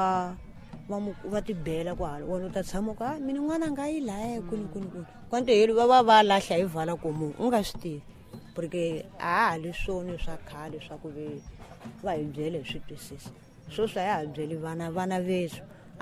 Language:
Tsonga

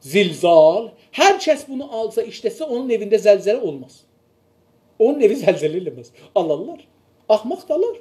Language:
South Azerbaijani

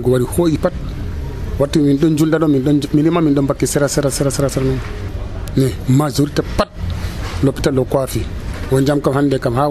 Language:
Nigerian Fulfulde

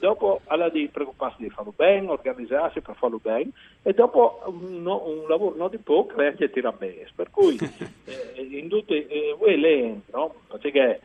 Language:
Friulian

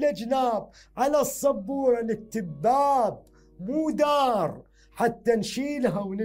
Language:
Mesopotamian Arabic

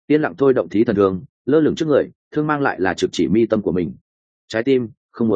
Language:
Vietnamese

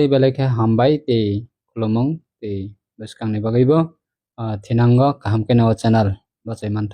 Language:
Kok Borok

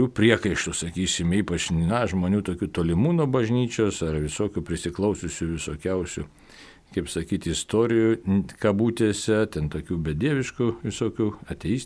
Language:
Lithuanian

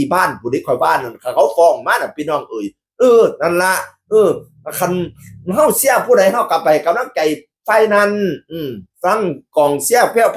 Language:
Northeastern Thai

